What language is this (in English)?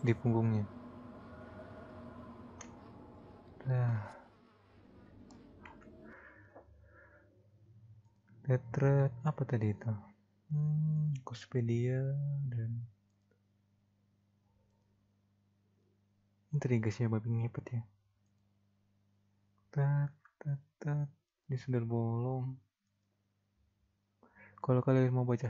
Indonesian